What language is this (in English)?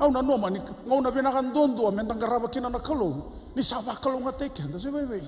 Fijian